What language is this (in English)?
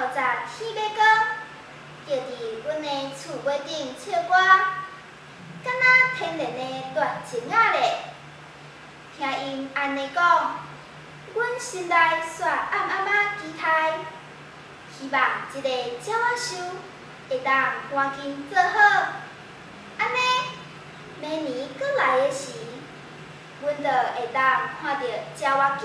Min Nan Chinese